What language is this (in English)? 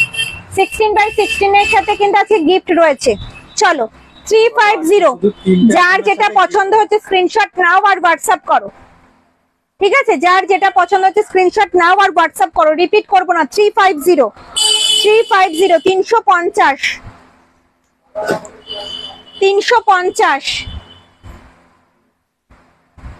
Bangla